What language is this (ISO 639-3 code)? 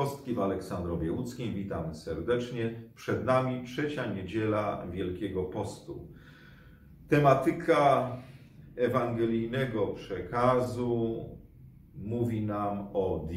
pol